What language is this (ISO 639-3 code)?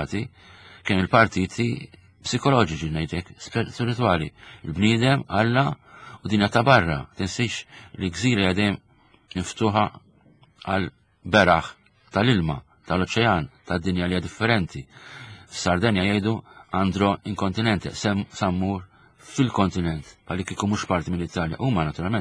mlt